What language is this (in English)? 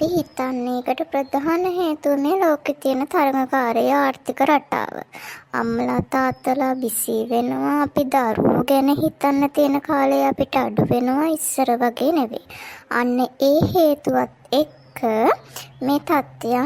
Sinhala